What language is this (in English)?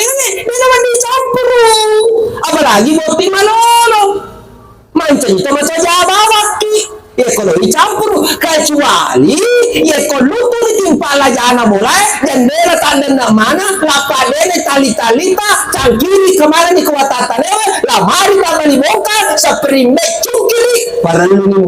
Buginese